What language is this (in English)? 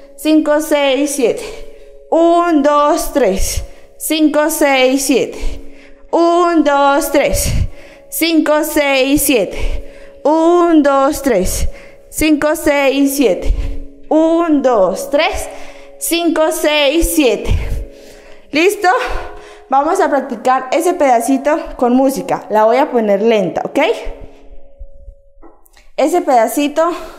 Spanish